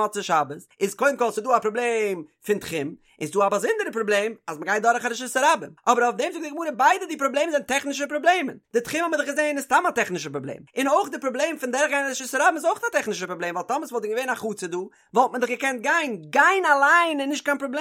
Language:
Yiddish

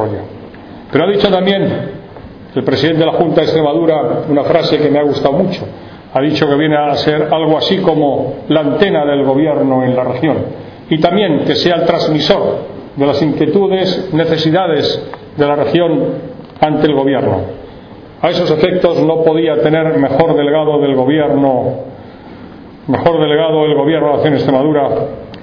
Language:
Spanish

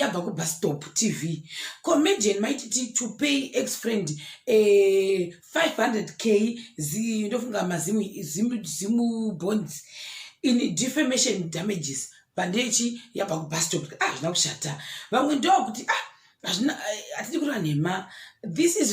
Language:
Shona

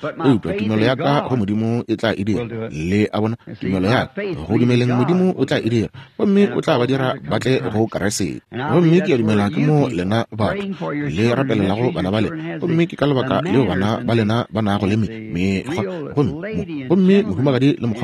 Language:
Northern Sotho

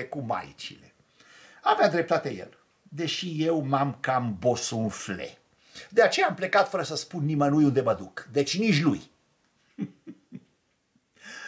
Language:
Romanian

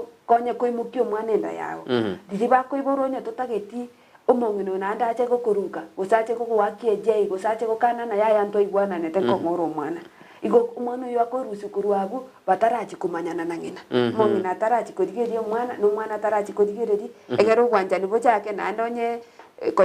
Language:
Gusii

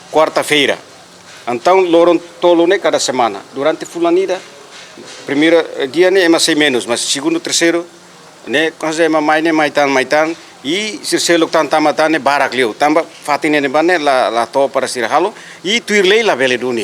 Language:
Tetum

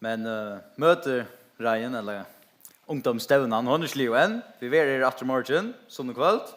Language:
Faroese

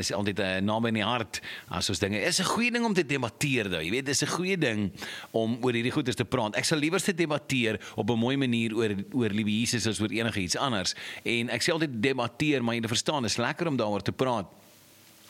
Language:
Afrikaans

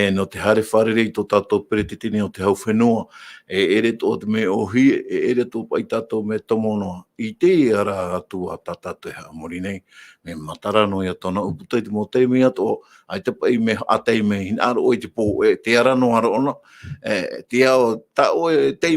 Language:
Tahitian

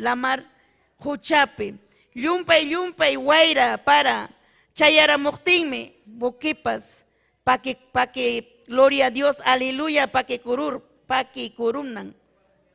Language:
Ayacucho Quechua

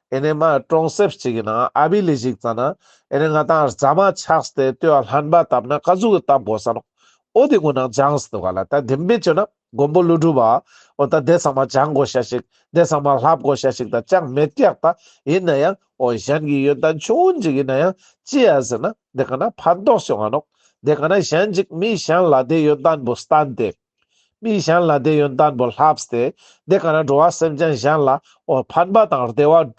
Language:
Ladakhi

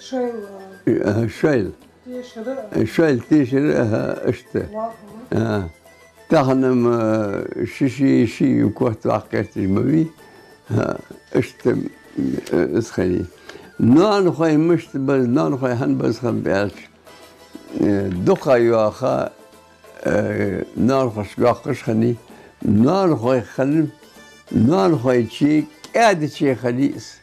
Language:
Ingush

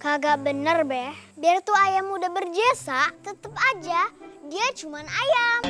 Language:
Betawi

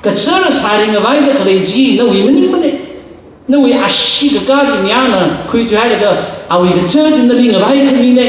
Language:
Tangkhul Naga (India)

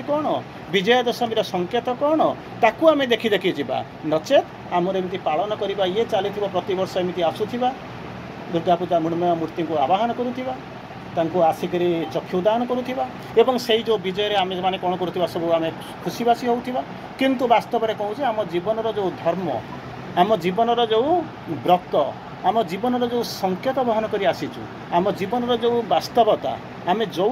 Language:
Odia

